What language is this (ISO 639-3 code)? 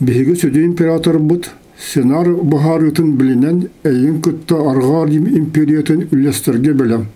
sah